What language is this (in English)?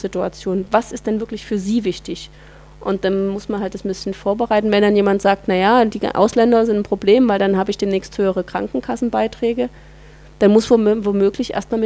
German